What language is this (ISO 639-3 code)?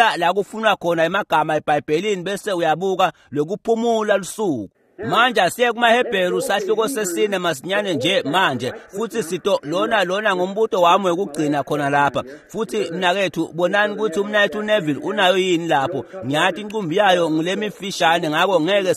ssw